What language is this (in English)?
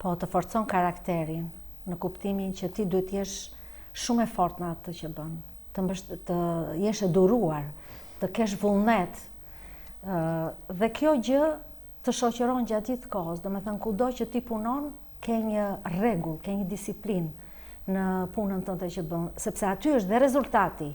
Albanian